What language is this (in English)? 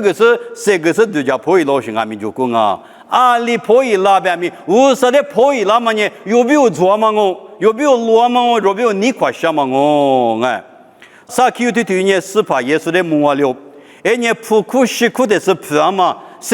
Lisu